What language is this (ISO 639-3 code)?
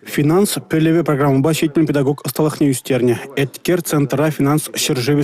chv